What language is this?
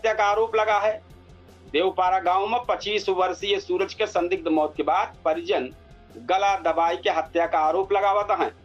Awadhi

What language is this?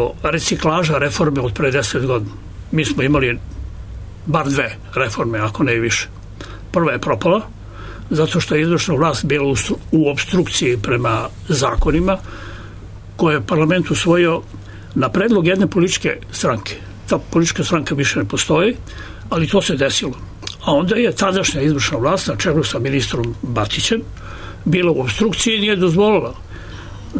Serbian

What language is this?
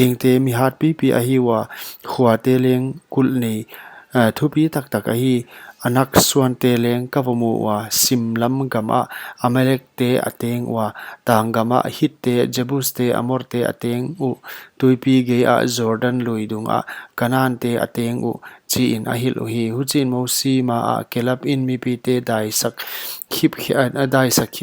Paite Chin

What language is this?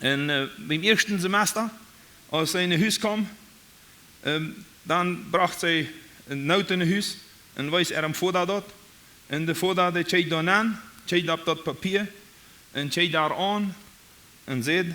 Plautdietsch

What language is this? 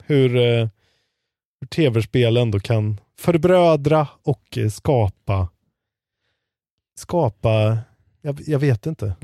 Swedish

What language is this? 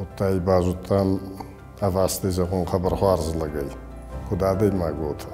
Ossetic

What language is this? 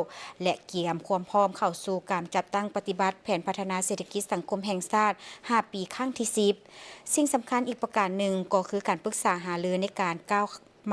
Lao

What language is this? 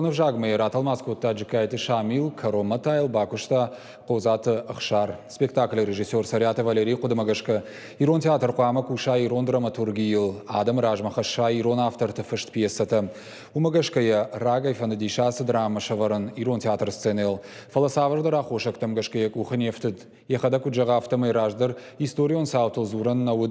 Ossetic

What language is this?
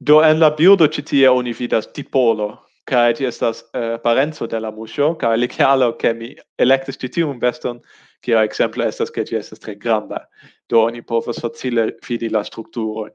Esperanto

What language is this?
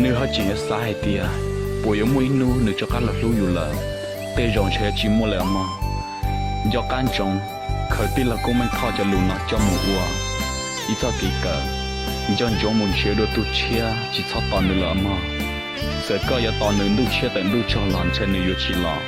Hmong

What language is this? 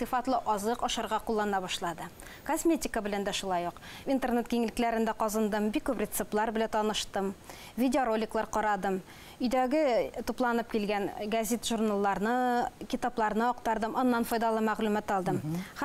Bashkir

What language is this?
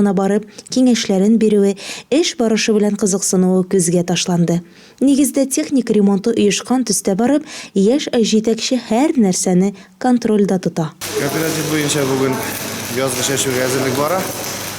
Tatar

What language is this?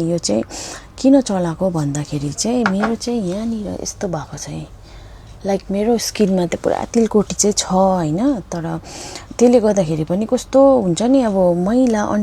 Nepali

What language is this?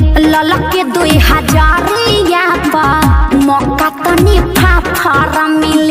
Bhojpuri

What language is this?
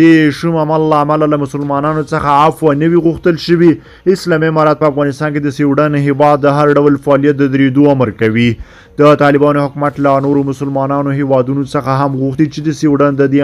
Pashto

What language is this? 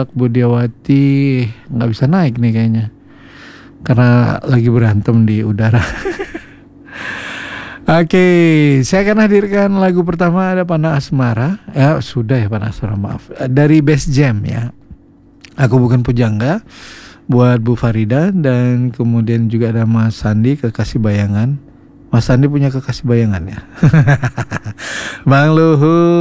Indonesian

